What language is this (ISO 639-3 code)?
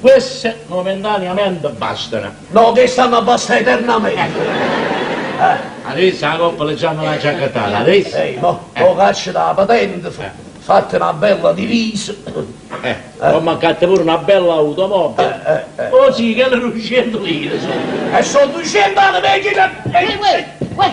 nap